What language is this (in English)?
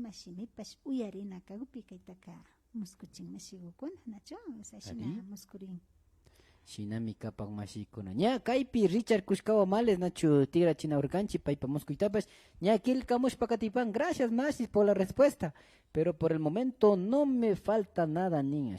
Imbabura Highland Quichua